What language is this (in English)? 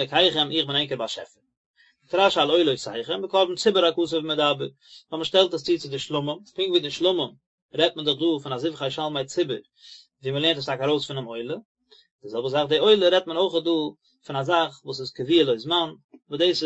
Yiddish